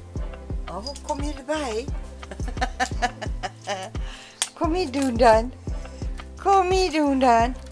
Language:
Dutch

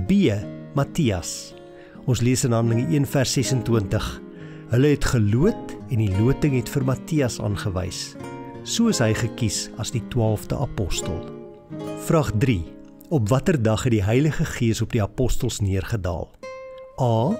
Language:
Afrikaans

